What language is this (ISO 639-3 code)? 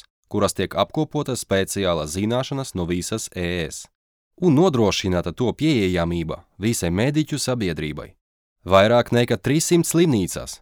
lav